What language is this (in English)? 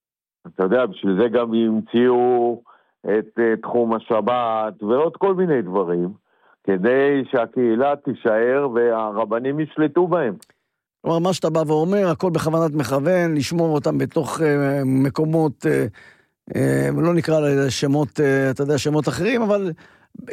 Hebrew